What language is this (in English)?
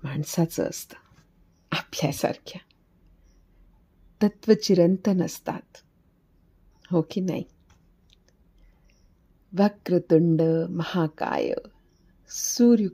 Marathi